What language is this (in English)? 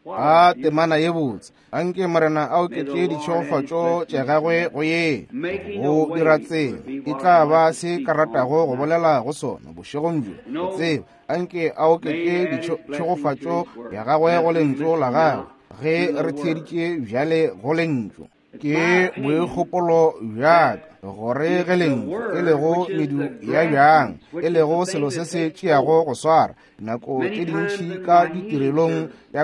Northern Sotho